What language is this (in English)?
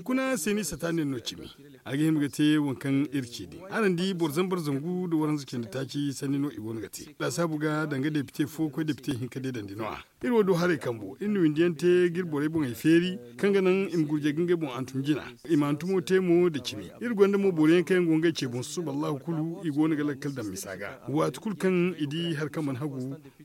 Zarma